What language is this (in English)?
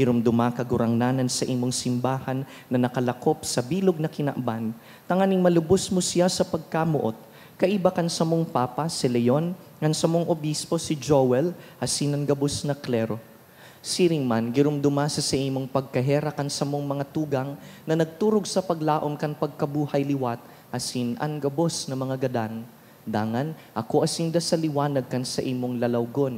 Bikol